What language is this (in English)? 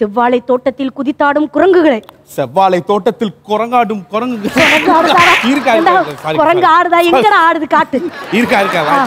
Tamil